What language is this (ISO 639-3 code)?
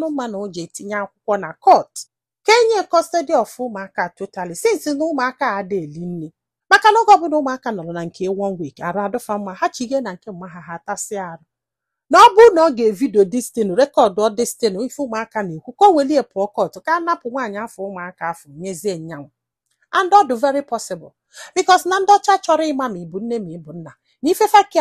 ibo